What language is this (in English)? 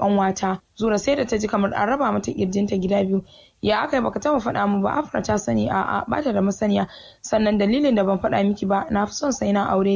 Hausa